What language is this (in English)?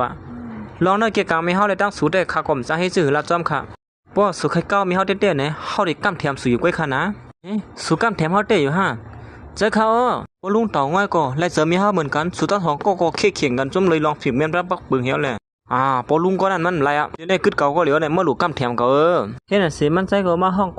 Shan